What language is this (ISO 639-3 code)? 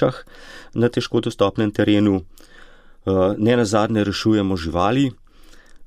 slv